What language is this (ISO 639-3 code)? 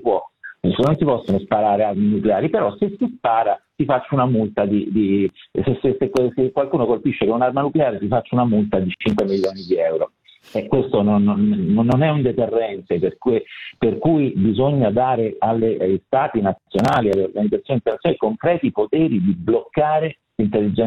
ita